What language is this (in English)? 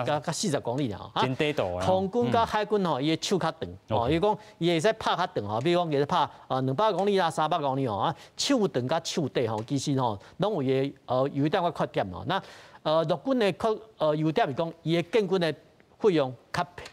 Min Nan Chinese